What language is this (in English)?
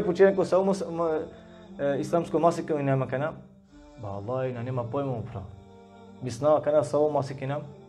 Balkan Romani